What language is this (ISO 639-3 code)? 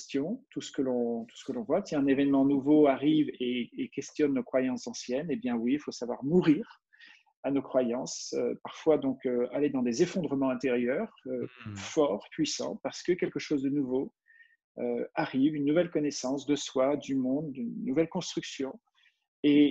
fra